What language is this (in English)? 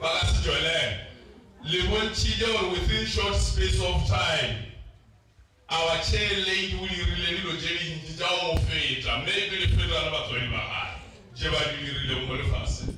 Northern Sotho